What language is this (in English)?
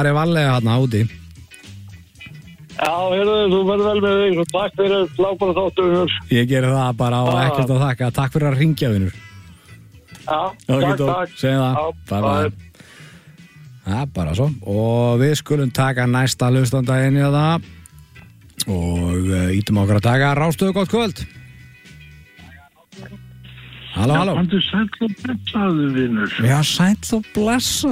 Icelandic